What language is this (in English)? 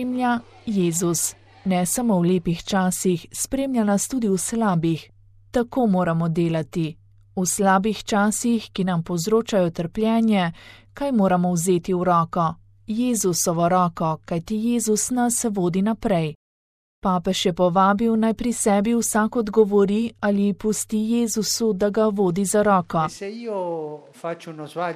Slovenian